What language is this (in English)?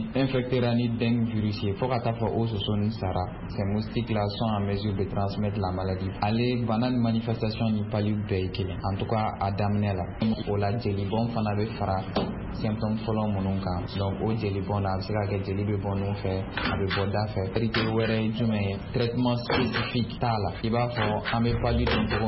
Bambara